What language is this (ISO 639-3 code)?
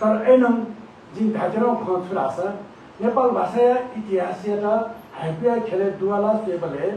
new